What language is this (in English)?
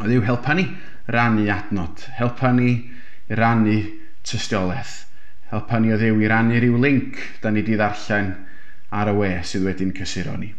Welsh